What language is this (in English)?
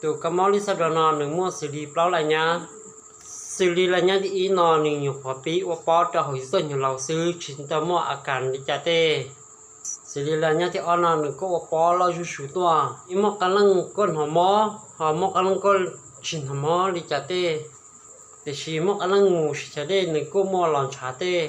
Hmong